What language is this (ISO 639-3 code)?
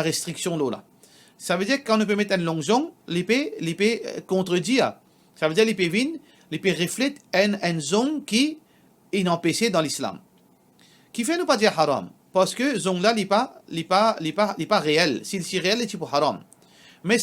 mfe